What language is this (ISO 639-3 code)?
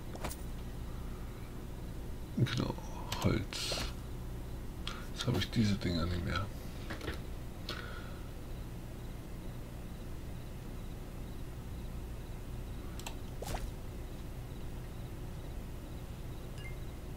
deu